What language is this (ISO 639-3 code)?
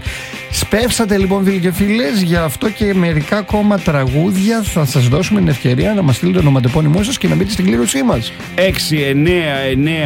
ell